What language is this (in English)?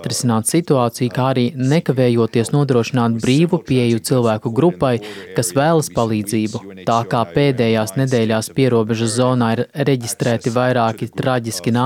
Latvian